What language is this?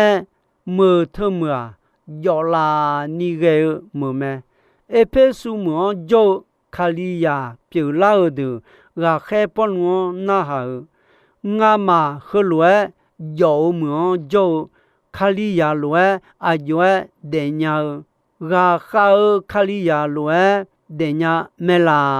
Akha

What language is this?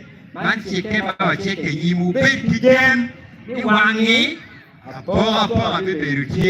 Acoli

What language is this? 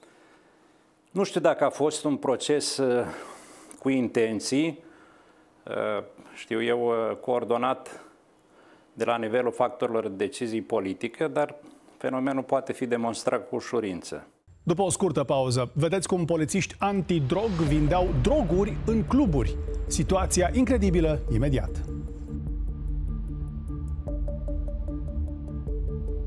Romanian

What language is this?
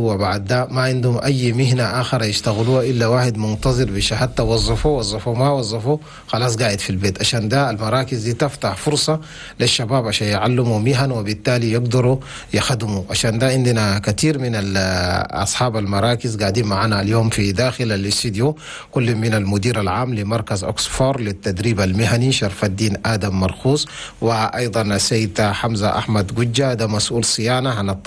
Chadian Arabic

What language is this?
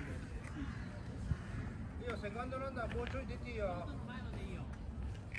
Japanese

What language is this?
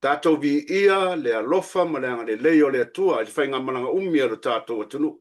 Samoan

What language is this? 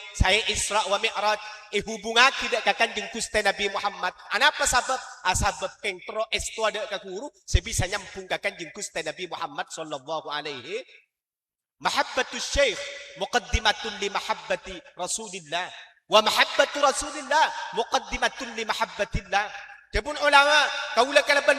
Madurese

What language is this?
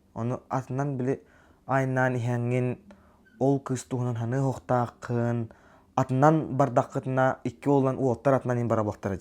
Yakut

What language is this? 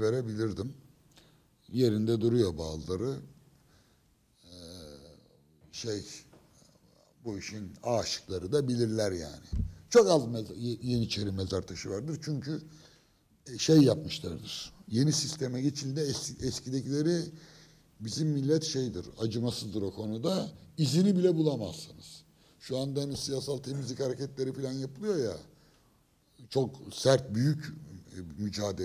Turkish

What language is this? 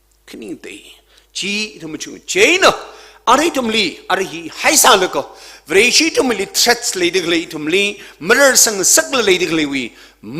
Tangkhul Naga (India)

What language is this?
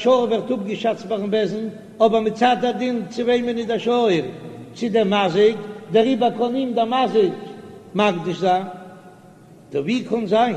Yiddish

